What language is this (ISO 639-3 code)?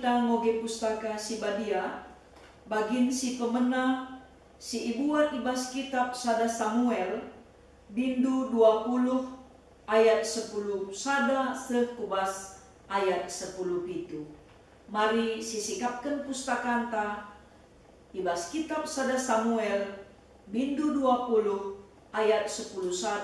btx